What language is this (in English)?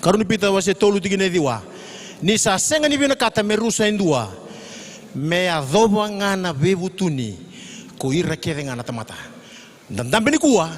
Fijian